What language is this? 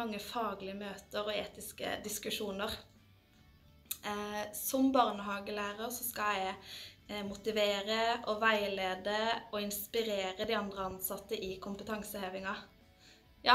Norwegian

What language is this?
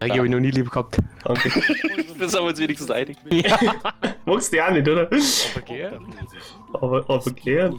Bavarian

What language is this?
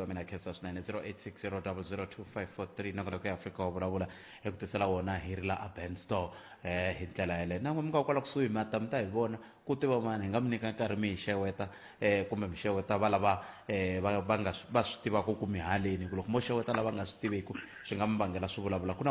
Tsonga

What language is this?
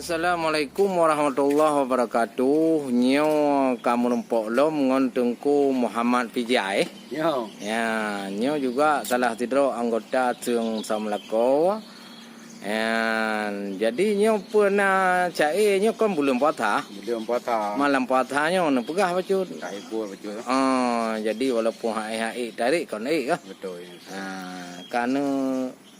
Achinese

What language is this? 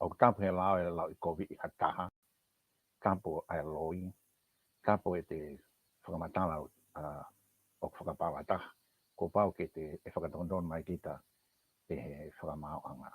Tongan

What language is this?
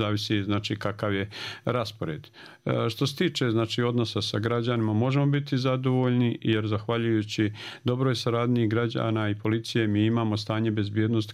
Bosnian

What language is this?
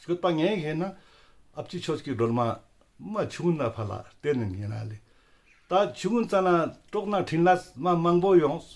Ladakhi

